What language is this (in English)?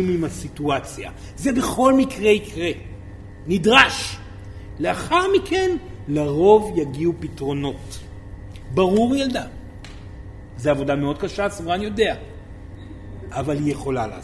Hebrew